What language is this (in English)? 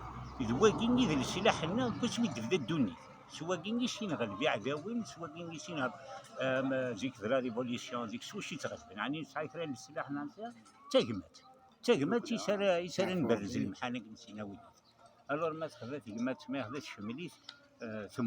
Kabyle